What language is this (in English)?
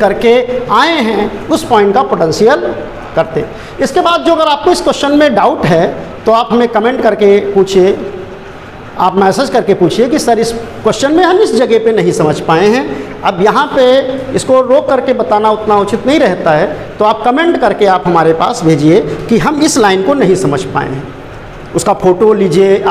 Hindi